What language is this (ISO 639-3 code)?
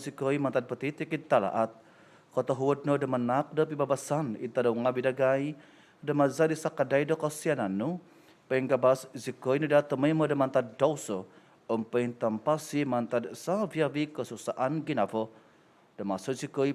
dtp